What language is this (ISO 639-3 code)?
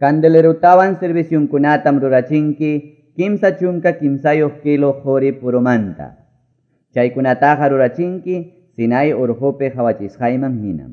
que